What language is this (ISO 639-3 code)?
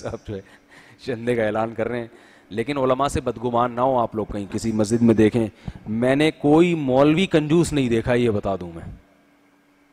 urd